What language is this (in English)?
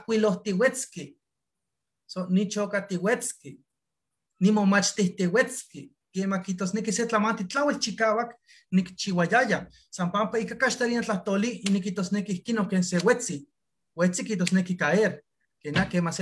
Eastern Huasteca Nahuatl